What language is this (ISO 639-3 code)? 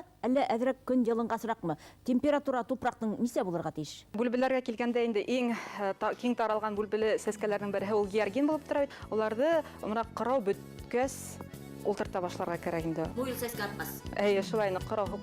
bak